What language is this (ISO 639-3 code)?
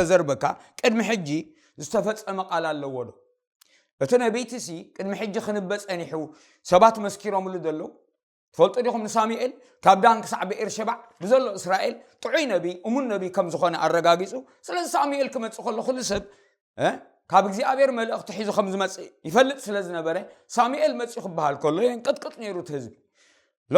tir